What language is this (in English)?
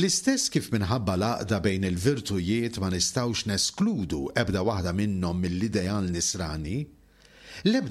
Maltese